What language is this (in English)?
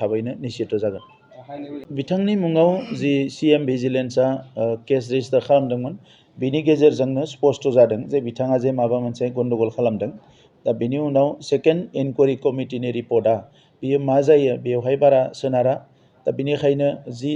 Bodo